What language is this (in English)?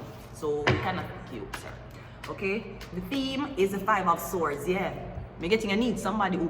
Jamaican Creole English